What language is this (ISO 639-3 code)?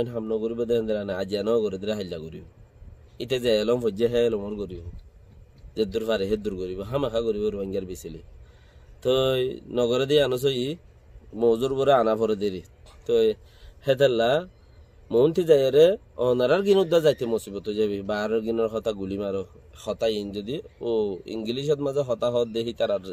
rhg